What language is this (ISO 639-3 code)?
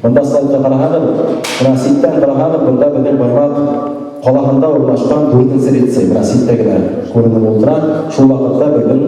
bak